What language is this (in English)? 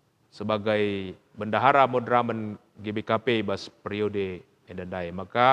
Batak Karo